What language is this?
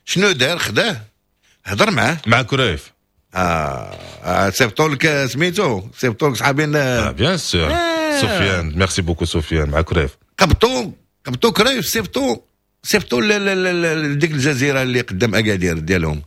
Moroccan Arabic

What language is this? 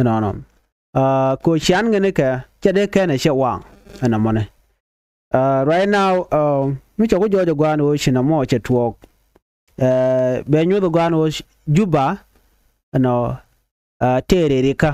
Nuer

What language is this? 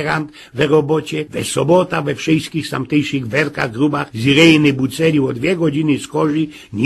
Silesian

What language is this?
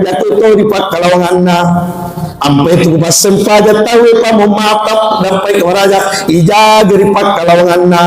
Buginese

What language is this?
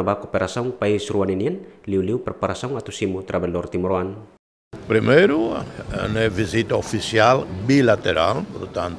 Tetum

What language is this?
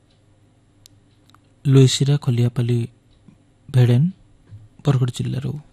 Odia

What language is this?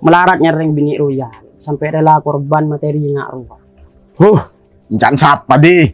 Madurese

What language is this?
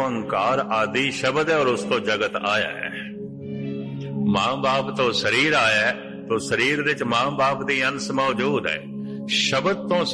Punjabi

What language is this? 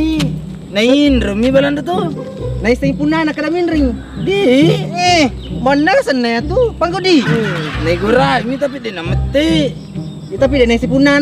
Buginese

